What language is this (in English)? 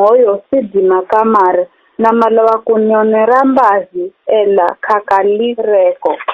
Giryama